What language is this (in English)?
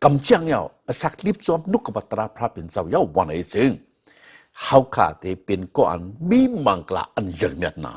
Shan